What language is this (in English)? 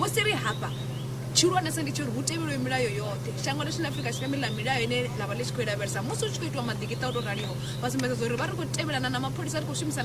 Venda